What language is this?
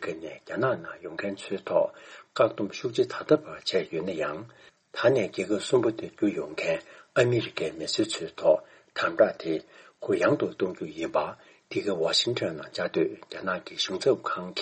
Tibetan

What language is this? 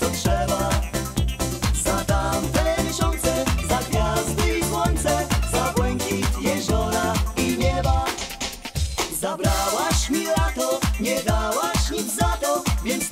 Polish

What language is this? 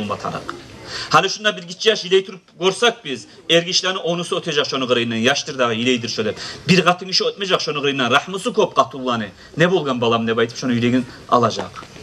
Kumyk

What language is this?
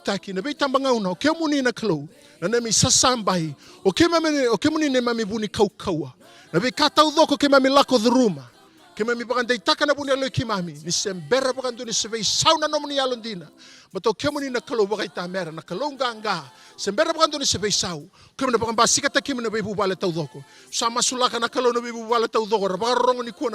Fijian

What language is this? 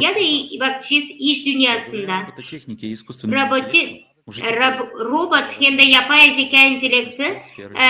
Gagauz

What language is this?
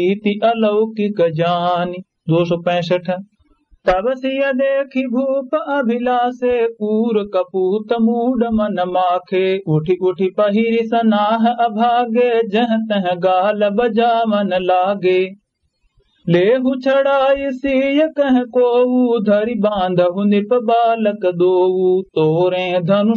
Awadhi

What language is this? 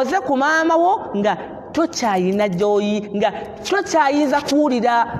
Ganda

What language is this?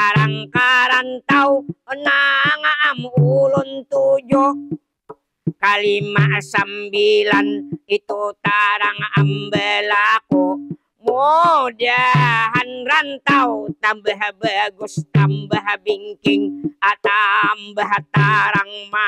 Banjar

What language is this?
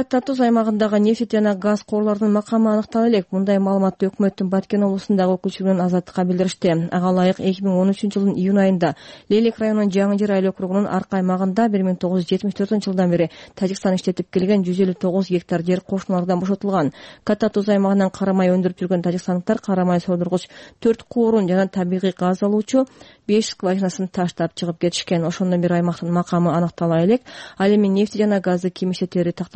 Kyrgyz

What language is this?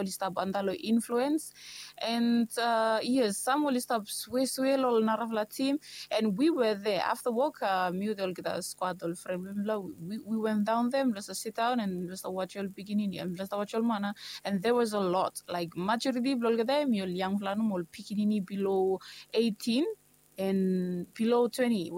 Bislama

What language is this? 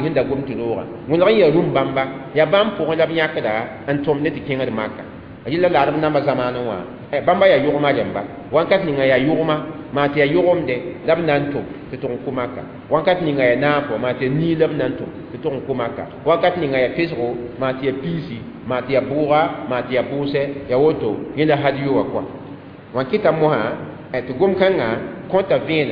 Mossi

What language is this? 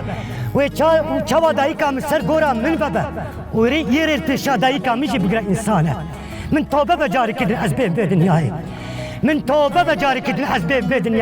Kurdish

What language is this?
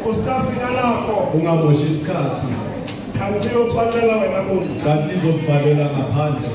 Tswana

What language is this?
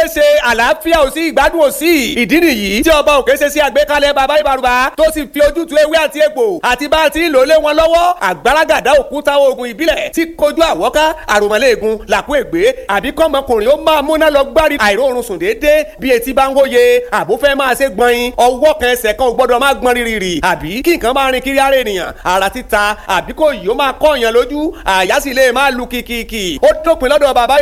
Yoruba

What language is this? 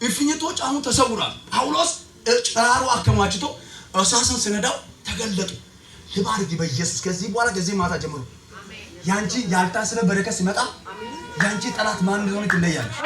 Amharic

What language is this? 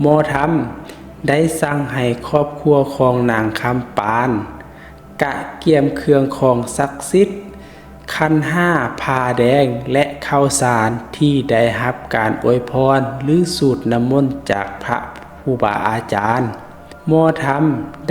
Lao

